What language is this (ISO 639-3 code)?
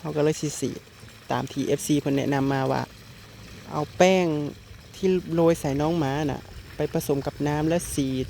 tts